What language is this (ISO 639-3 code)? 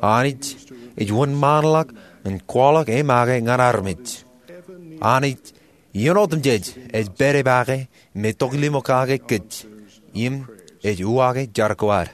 mah